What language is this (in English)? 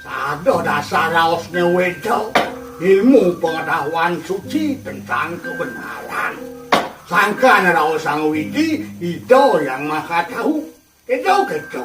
Balinese